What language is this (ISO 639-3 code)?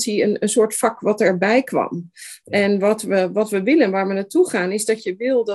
nld